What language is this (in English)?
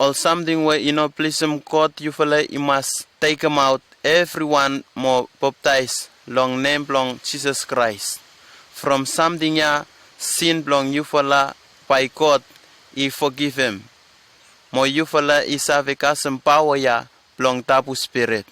Bislama